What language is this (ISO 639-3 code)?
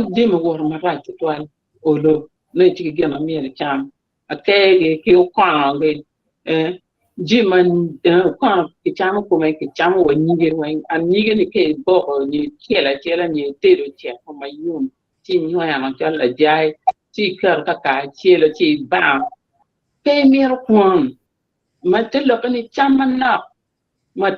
ach